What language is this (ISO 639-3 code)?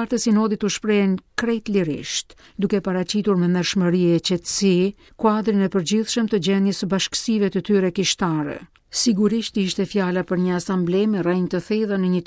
sqi